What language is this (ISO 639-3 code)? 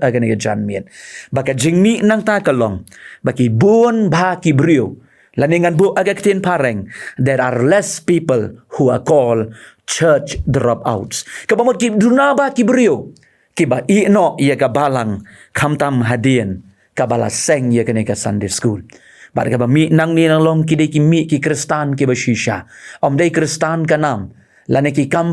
kha